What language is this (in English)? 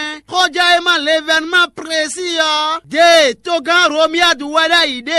Fon